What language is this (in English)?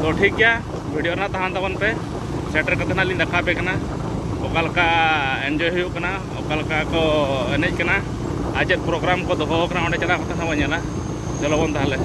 Santali